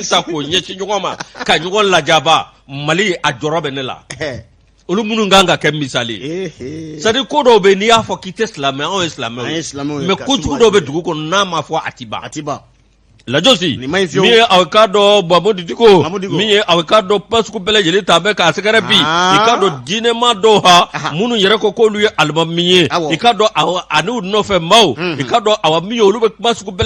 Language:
Bambara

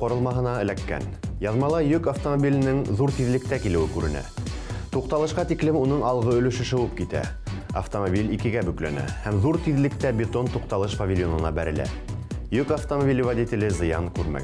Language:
Bashkir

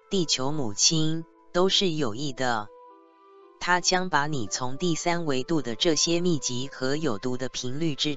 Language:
Chinese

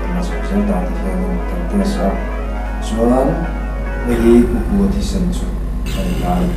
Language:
Mizo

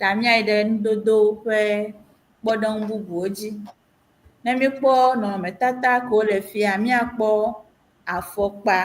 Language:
Ewe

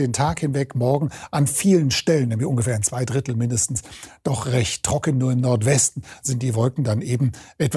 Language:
German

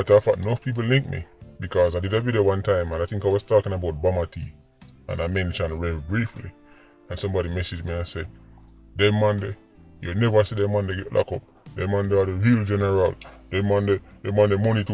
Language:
Jamaican Creole English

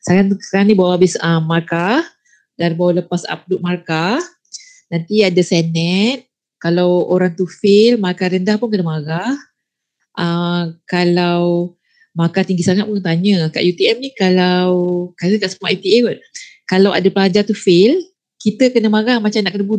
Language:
Malay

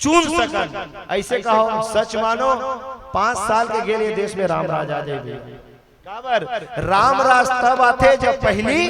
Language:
Chhattisgarhi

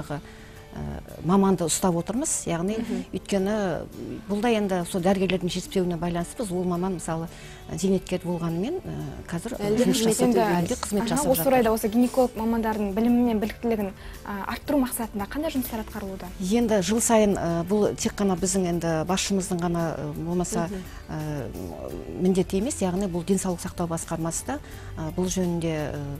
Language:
Kazakh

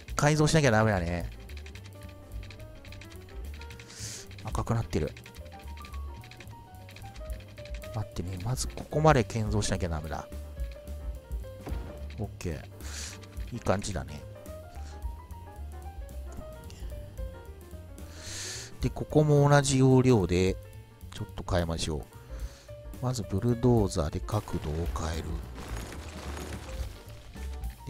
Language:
Japanese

